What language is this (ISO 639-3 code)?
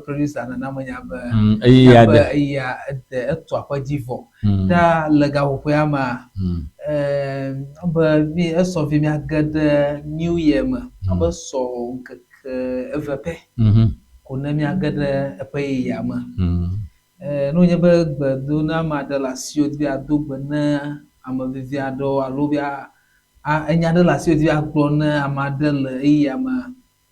ewe